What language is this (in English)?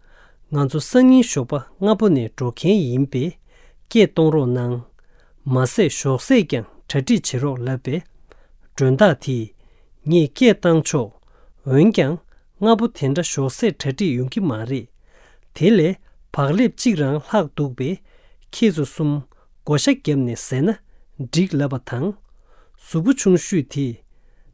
Tibetan